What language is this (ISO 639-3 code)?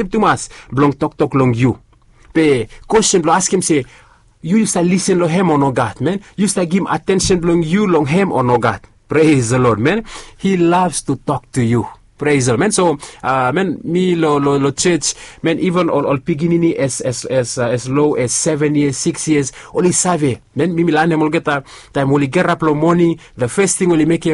bis